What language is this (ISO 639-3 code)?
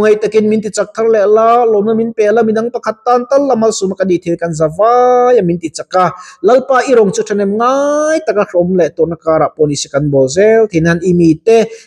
lus